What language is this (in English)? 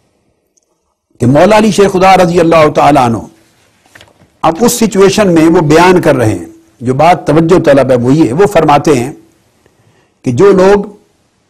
Urdu